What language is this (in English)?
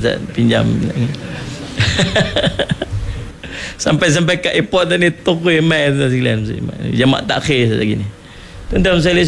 Malay